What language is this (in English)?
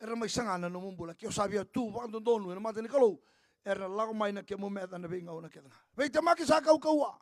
Fijian